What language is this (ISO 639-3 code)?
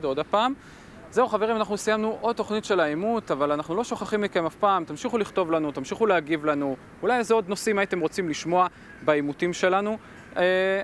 heb